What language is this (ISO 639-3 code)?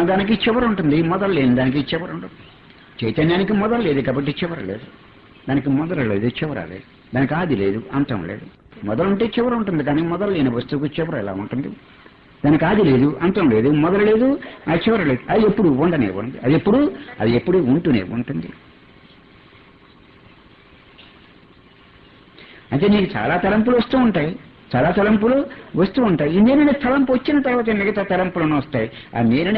tel